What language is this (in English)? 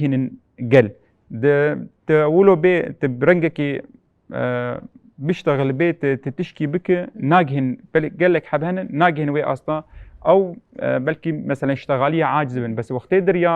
Kurdish